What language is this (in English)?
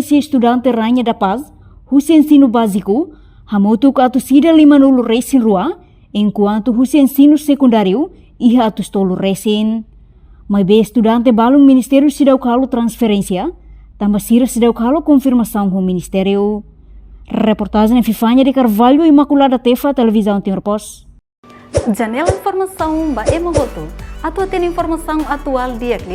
Tetum